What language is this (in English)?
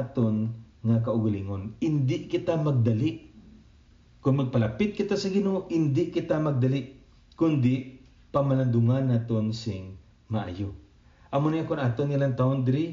Hiligaynon